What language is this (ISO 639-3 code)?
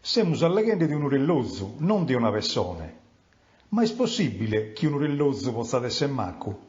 srd